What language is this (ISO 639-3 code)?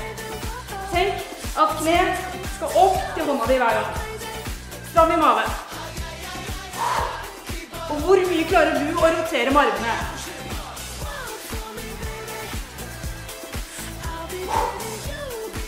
nor